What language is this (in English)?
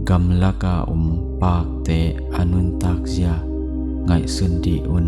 Tedim Chin